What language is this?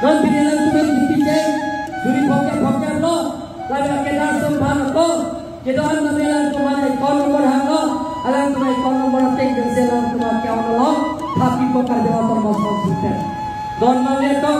Karbi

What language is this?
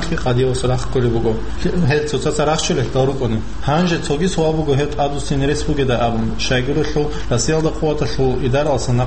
Avaric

